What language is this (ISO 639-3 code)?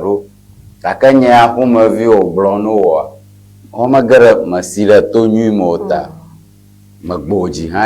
ewe